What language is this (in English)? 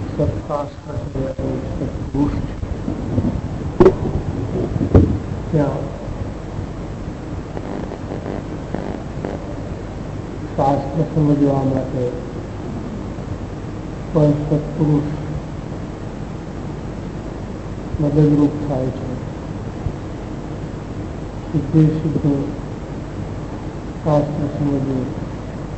Gujarati